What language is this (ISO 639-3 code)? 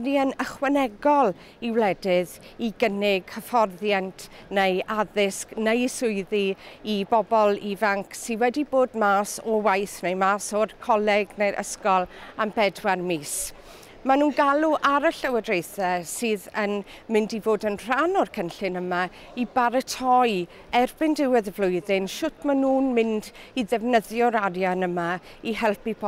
cym